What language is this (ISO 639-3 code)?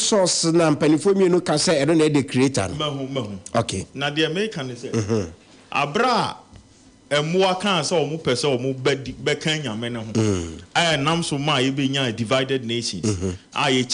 aka